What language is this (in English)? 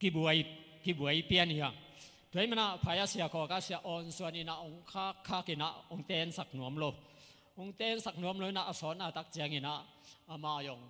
Tedim Chin